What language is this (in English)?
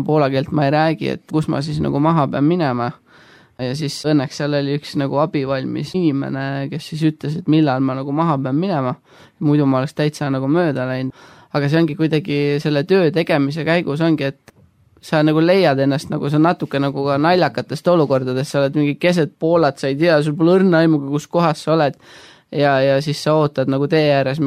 Estonian